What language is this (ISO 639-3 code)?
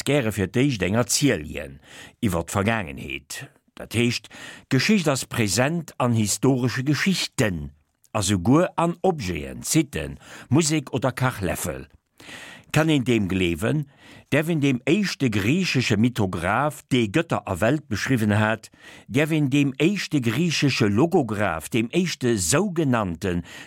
ltz